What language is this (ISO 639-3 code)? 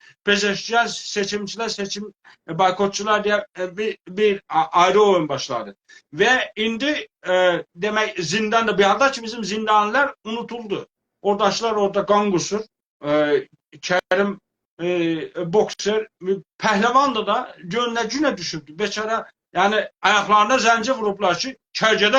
azb